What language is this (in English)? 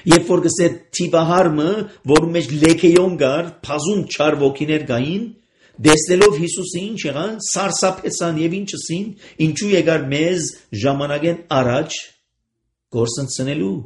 Armenian